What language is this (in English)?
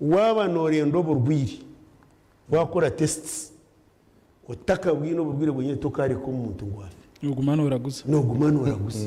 Nyankole